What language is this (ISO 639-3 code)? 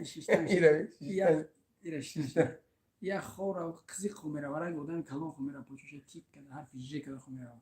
tgk